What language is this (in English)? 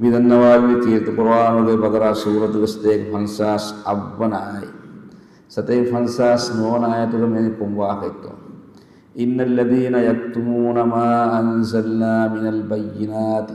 Divehi